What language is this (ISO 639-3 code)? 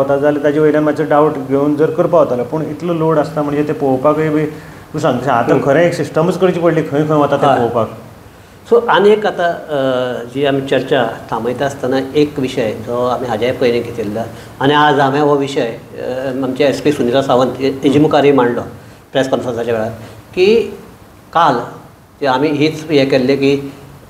kok